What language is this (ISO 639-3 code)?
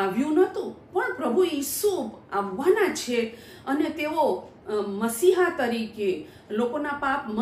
guj